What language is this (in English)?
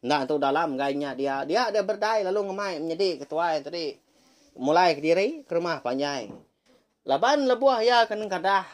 Iban